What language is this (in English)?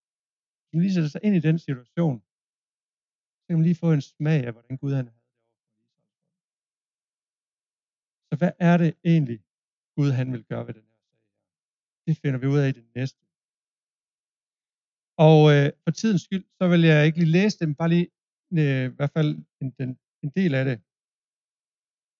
Danish